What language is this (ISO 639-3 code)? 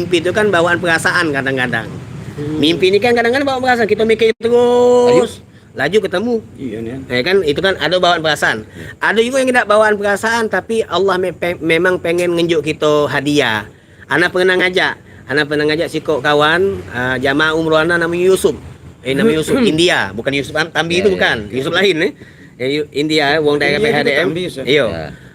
mui